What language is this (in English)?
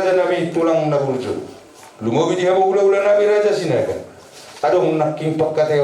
Batak Toba